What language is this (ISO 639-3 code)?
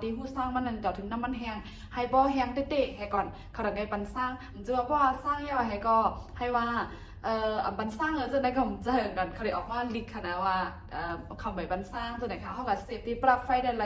shn